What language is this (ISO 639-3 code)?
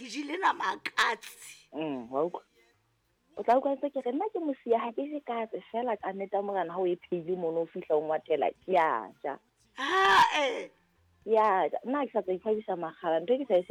sot